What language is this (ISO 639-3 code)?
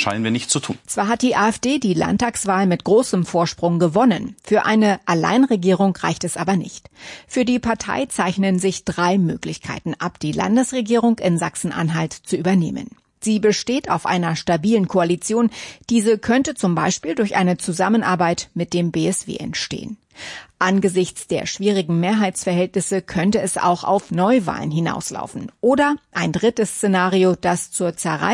deu